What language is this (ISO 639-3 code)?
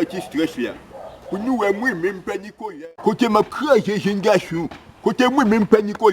hat